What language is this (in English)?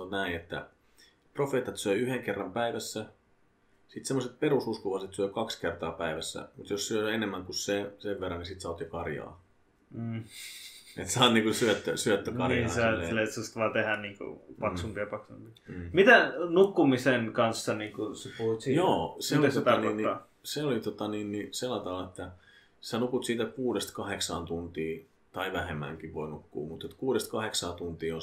Finnish